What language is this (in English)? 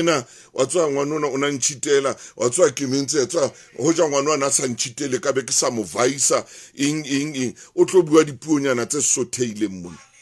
Southern Sotho